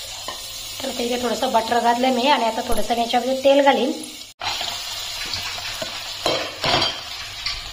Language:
Marathi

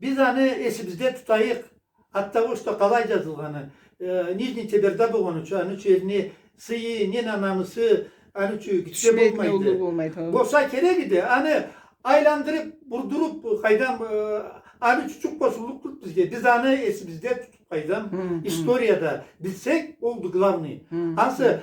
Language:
Karachay-Balkar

